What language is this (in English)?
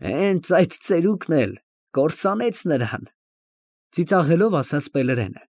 Armenian